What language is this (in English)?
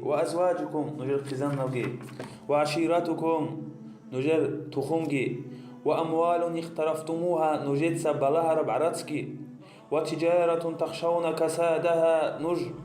Avaric